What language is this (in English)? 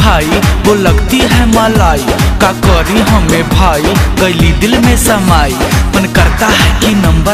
Bhojpuri